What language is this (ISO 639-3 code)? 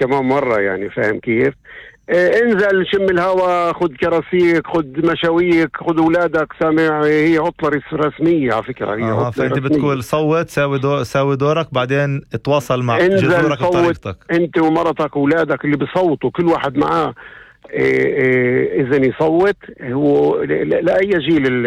apc